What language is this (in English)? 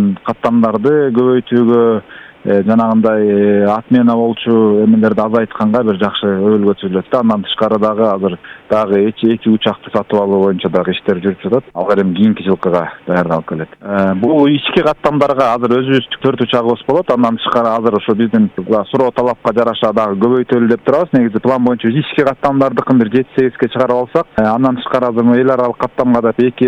Kyrgyz